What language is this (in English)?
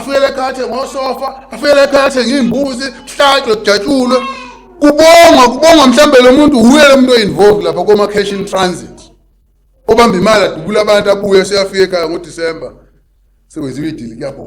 Zulu